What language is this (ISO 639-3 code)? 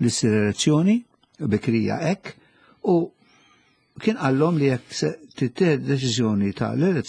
mlt